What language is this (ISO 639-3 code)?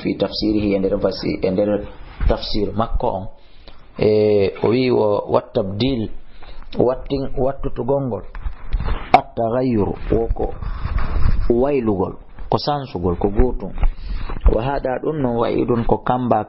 ful